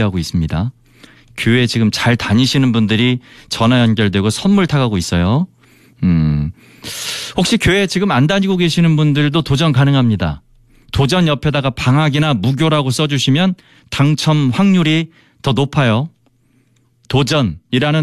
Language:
Korean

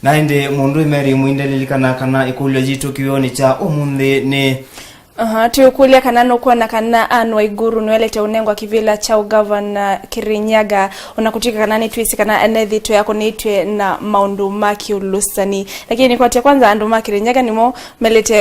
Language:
Kamba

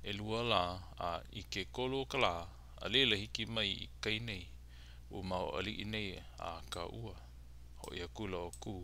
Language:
Hawaiian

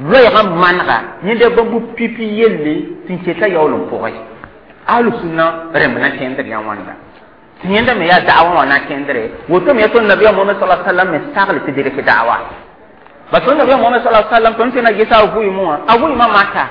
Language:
Mossi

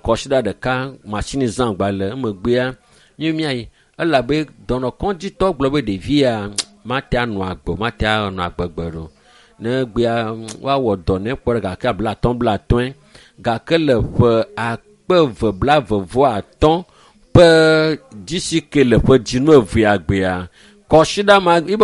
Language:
Ewe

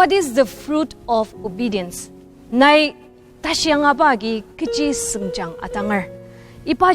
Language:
Ao Naga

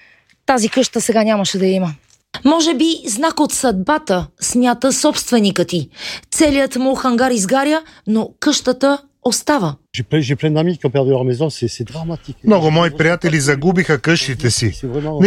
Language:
Bulgarian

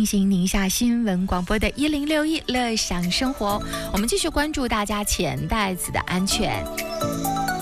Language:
Chinese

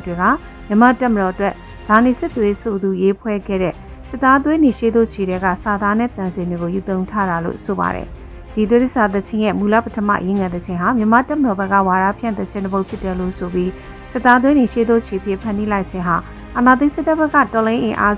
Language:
Burmese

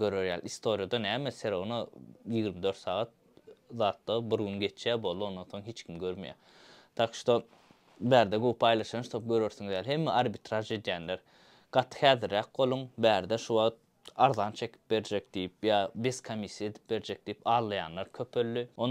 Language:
Turkmen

